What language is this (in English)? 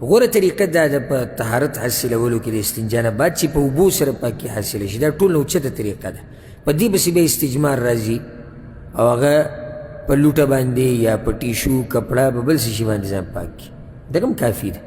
Pashto